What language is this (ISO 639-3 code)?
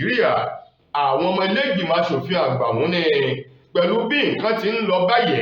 yor